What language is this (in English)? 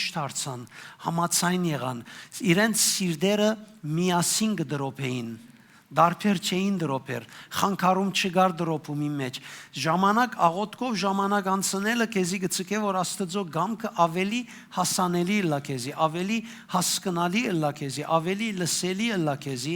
Western Armenian